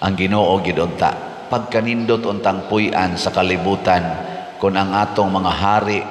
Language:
Cebuano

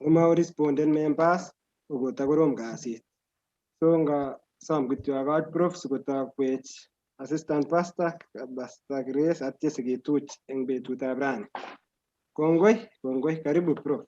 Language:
Kalenjin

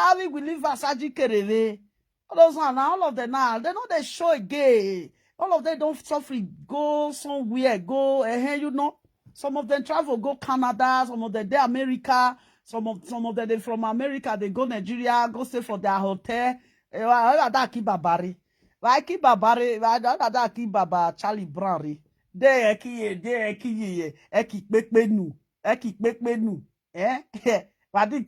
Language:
Nigerian Pidgin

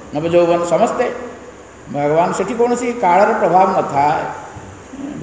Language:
Odia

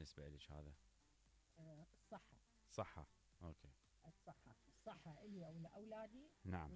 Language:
Mesopotamian Arabic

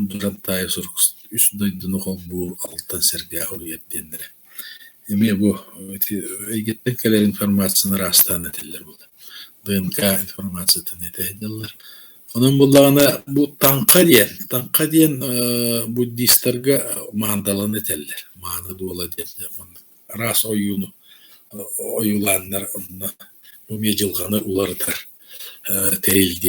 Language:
Yakut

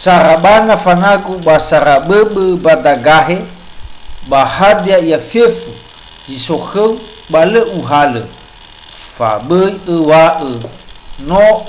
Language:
Nias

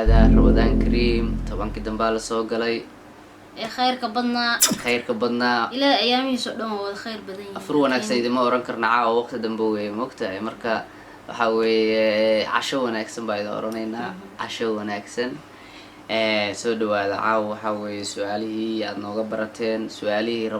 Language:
Somali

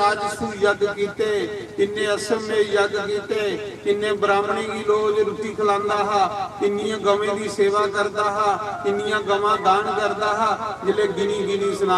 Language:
Dogri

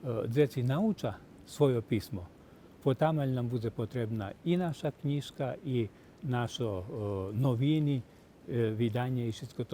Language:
Rusyn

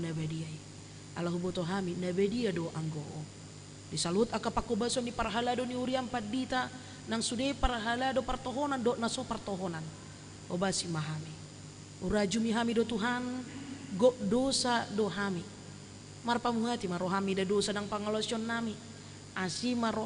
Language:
Batak Toba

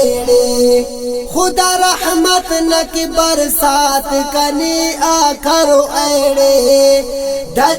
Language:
Brahui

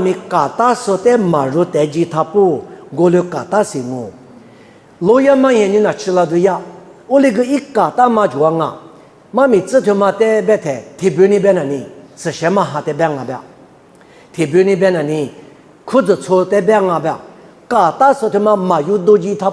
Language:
Lisu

